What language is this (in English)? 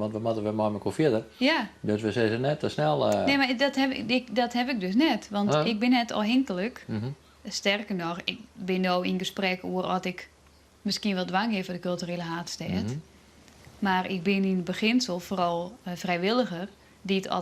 Western Frisian